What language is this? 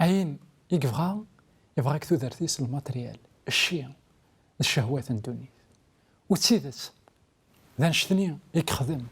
Kabyle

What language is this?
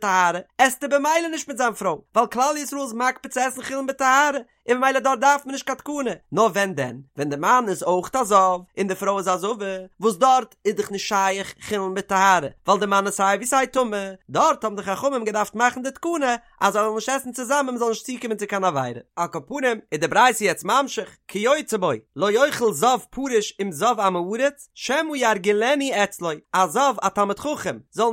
Yiddish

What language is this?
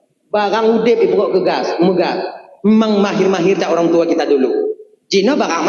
Achinese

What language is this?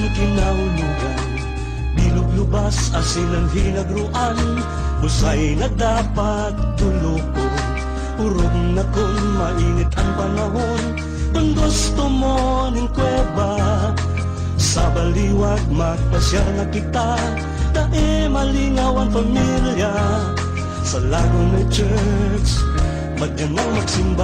Bikol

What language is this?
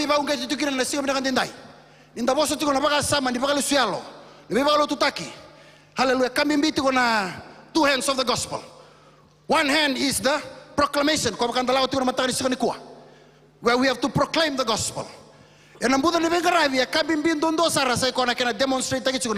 Fijian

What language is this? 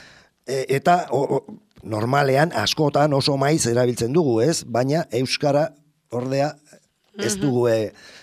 Basque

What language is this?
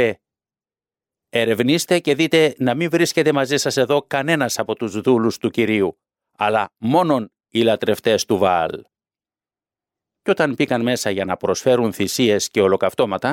Greek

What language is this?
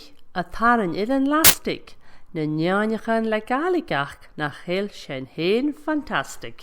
Scottish Gaelic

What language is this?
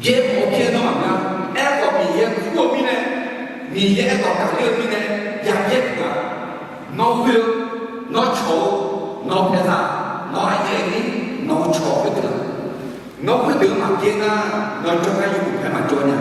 Akha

